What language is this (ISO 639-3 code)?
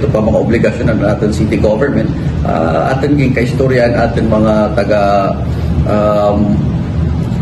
war